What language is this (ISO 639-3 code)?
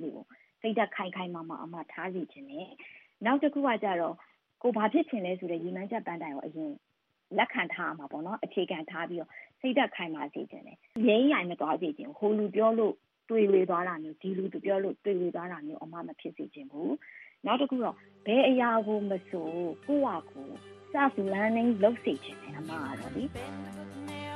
mya